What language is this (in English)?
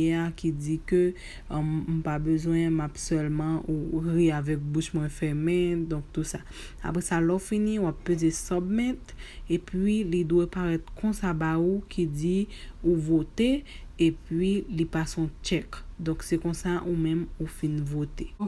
Haitian Creole